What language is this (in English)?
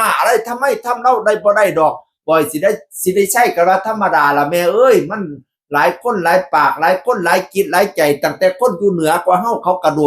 Northeastern Thai